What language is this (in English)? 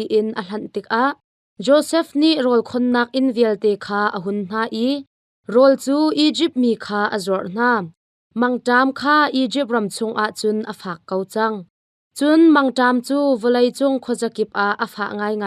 Hakha Chin